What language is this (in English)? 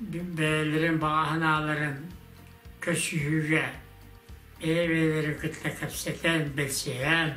Yakut